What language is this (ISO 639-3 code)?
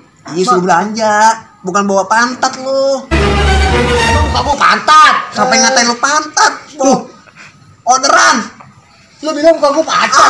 bew